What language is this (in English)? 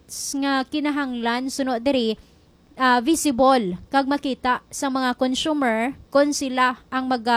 Hiligaynon